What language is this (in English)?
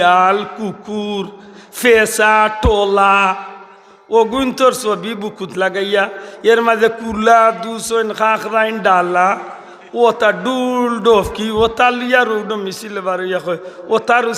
Sylheti